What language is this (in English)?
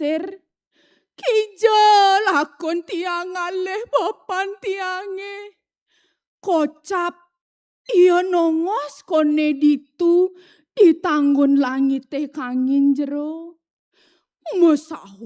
Balinese